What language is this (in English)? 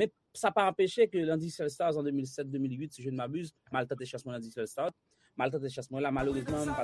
Haitian Creole